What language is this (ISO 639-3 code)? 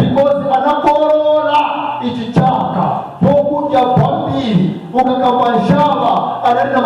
nya